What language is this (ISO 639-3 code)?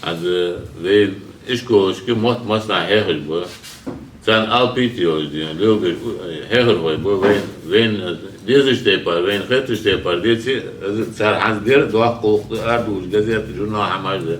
inh